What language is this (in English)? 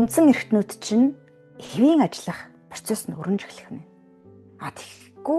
Mongolian